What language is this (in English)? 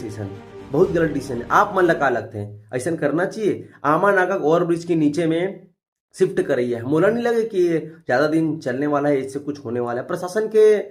Chhattisgarhi